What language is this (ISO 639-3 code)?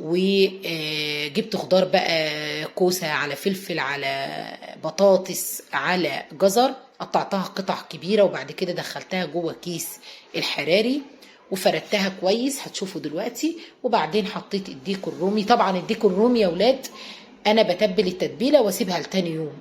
arz